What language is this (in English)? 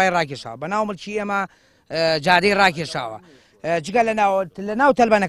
Central Kurdish